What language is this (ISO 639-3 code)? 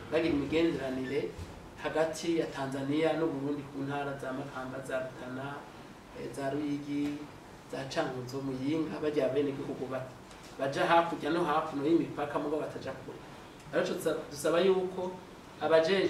run